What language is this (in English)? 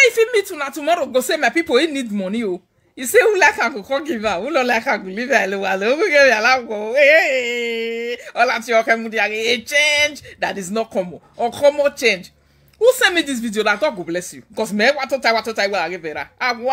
Nigerian Pidgin